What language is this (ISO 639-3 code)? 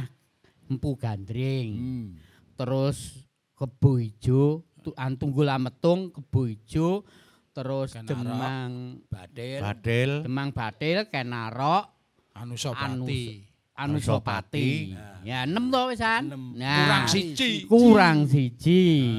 jav